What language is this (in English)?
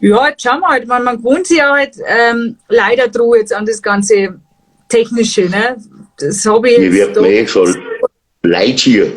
Bavarian